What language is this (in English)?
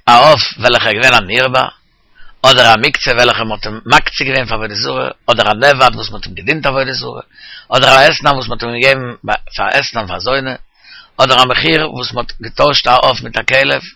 Yiddish